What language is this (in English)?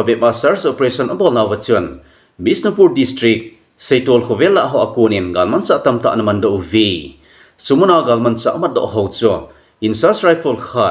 Thado Chin